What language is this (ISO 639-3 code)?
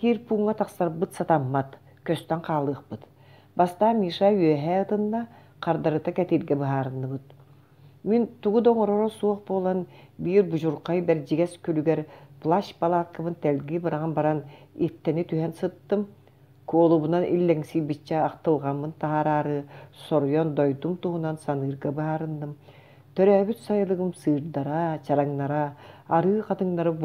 sah